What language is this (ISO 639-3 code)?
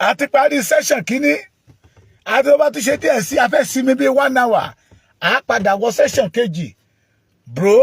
yor